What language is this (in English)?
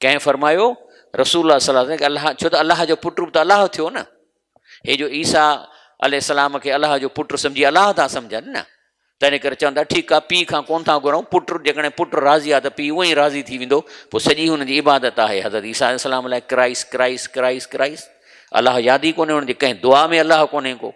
Sindhi